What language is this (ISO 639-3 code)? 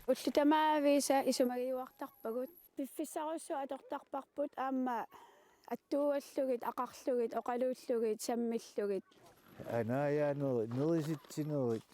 kal